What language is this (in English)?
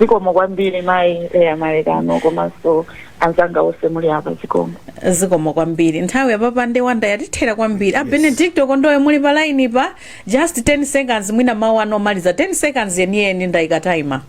Nyanja